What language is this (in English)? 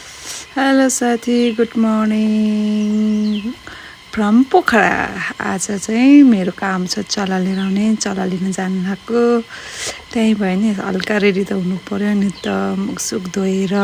Nepali